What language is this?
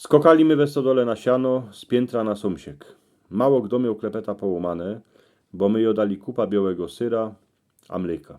Silesian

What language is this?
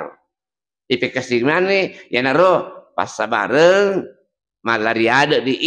Buginese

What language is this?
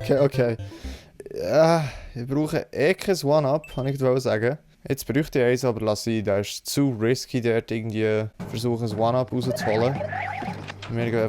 Swiss German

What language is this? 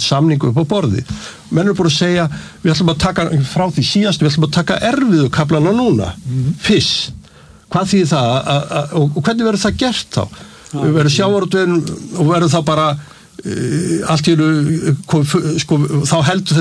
Icelandic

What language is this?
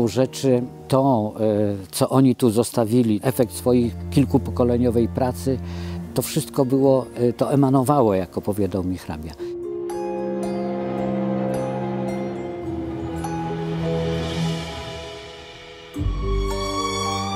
Polish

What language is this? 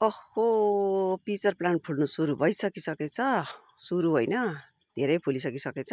Nepali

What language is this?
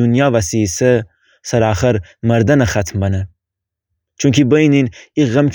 Gilaki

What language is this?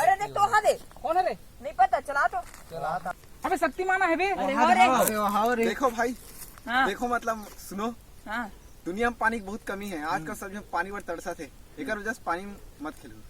Chhattisgarhi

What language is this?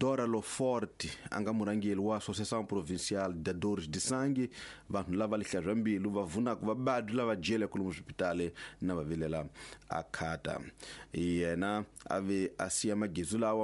Tsonga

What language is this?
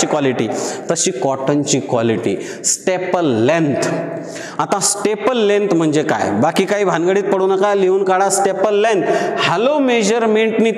Marathi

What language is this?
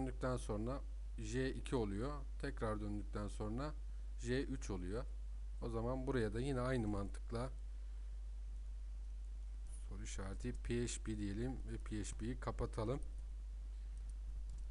Turkish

